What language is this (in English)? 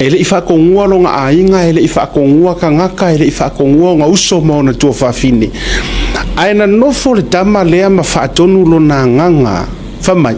Samoan